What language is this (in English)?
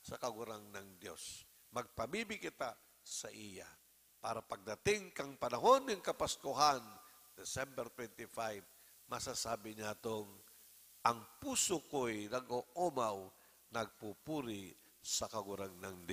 Bikol